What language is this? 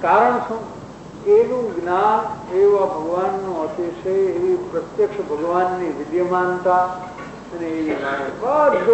Gujarati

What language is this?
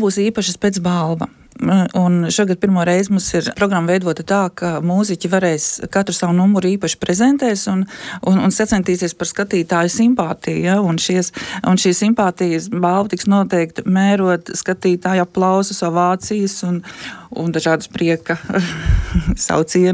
Latvian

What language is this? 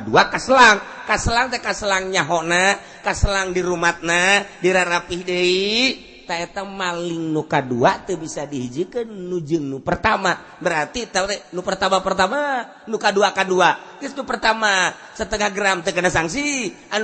Sundanese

